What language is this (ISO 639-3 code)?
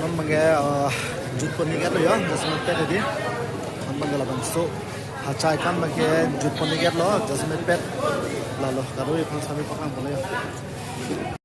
mjw